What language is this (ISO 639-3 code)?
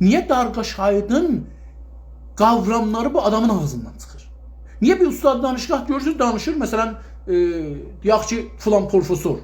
azb